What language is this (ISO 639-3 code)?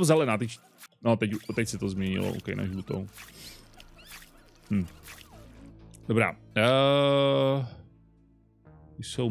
ces